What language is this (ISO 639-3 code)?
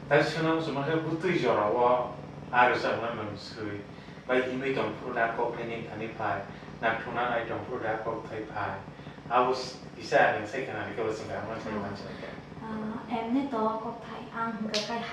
trp